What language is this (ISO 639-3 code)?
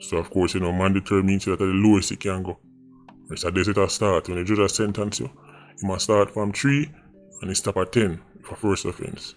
jam